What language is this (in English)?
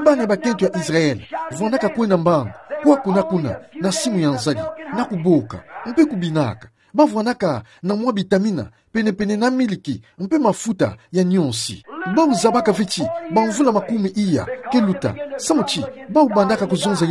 Kituba (Democratic Republic of Congo)